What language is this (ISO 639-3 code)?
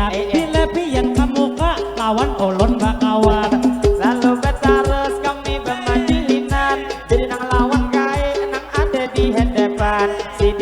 bjn